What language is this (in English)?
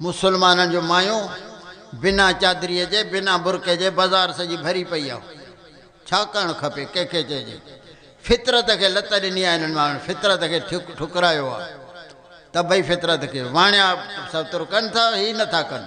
Sindhi